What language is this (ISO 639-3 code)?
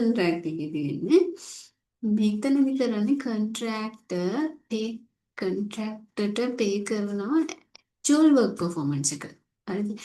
sin